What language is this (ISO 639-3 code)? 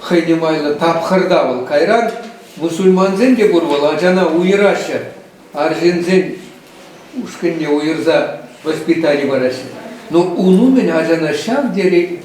chv